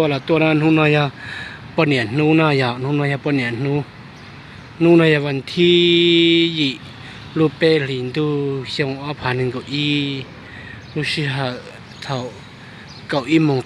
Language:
Hmong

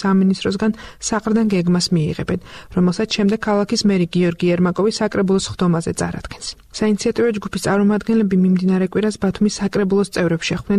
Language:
Georgian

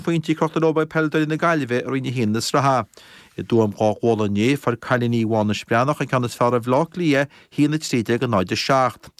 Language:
Irish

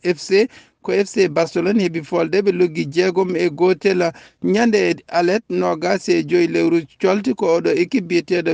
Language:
Fula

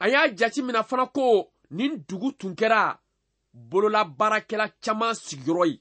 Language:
Bambara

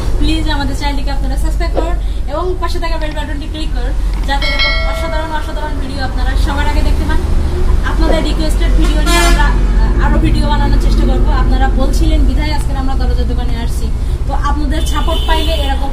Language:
Bangla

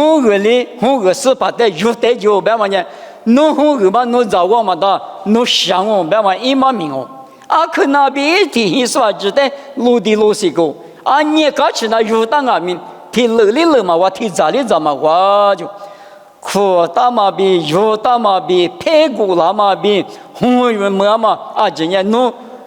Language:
Lisu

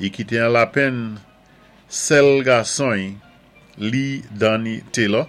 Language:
Saint Lucian Creole French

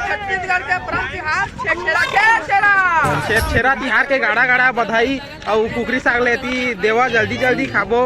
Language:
Chhattisgarhi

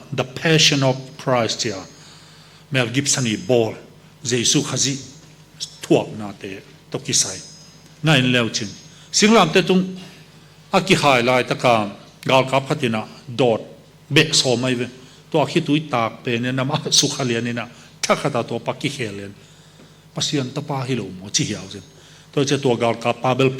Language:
Tedim Chin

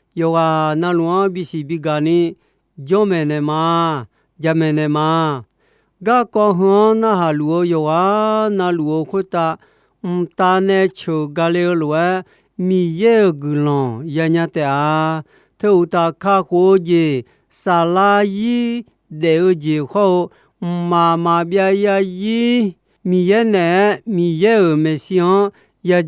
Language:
Akha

